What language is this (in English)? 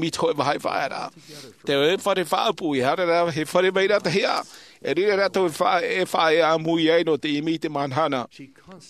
Tahitian